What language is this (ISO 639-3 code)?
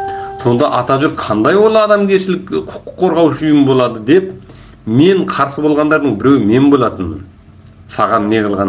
kaz